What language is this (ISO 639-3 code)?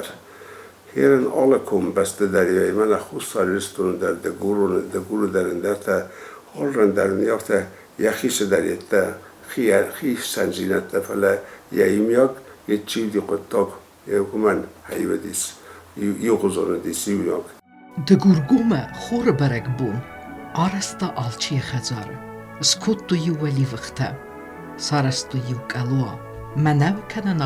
oss